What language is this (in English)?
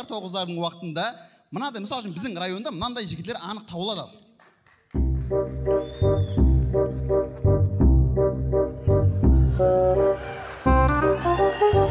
Kara-Kalpak